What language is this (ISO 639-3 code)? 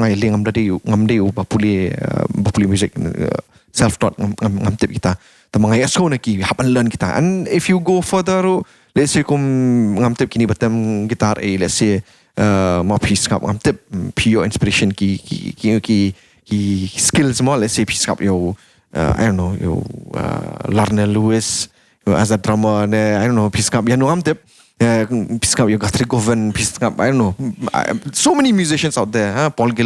kha